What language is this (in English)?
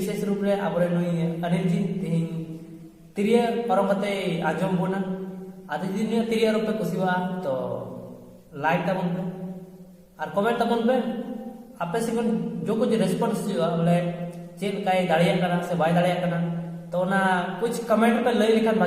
Santali